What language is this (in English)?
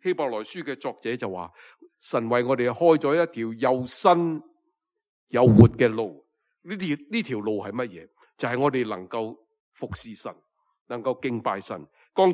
Cantonese